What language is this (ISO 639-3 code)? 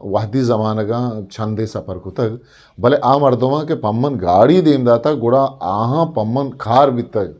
bgp